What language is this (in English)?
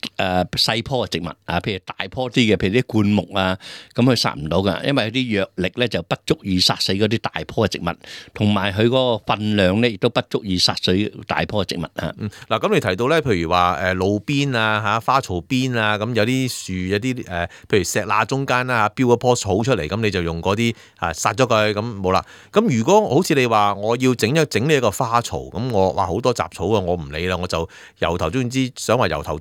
Cantonese